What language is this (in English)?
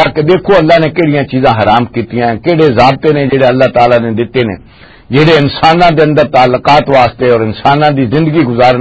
Western Panjabi